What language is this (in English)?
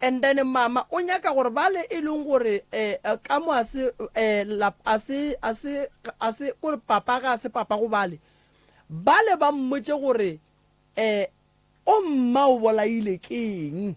Northern Sotho